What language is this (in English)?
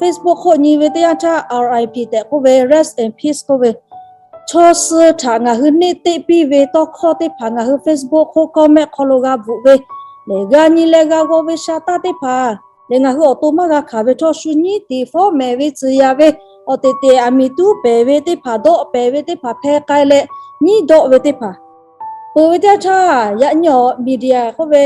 Lahu